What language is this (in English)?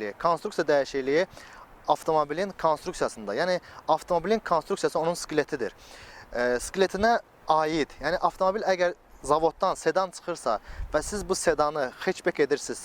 Azerbaijani